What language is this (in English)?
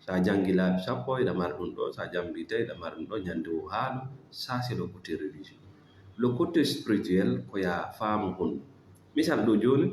Fula